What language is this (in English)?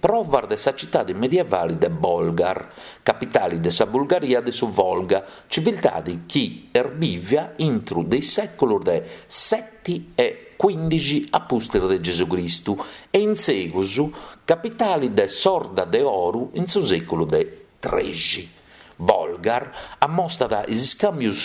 Sardinian